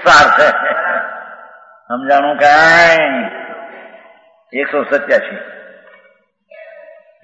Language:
Gujarati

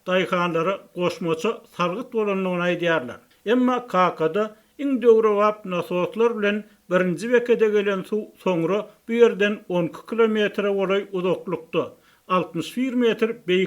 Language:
Turkmen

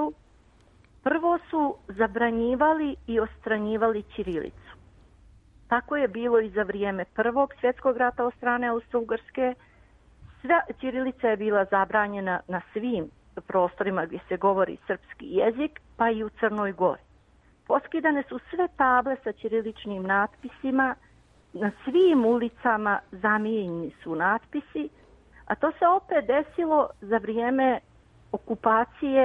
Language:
Serbian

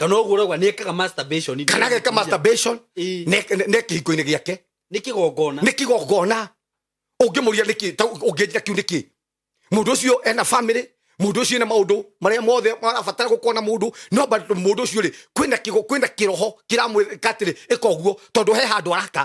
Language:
Kikuyu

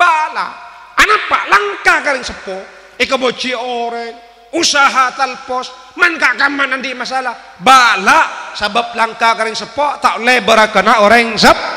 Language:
Madurese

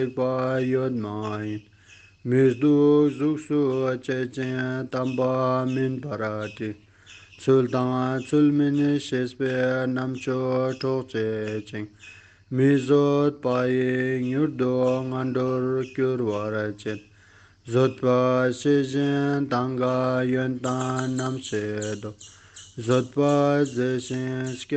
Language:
Ladakhi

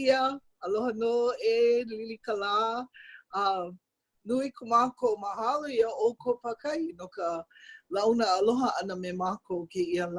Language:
Hawaiian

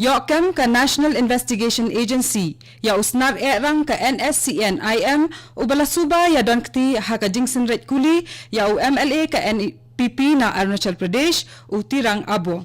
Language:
Khasi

